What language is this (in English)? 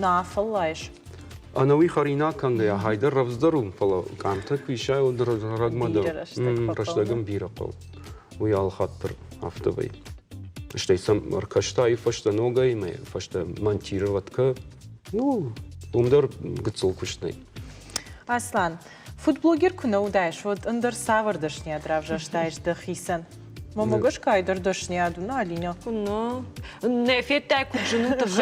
Ossetic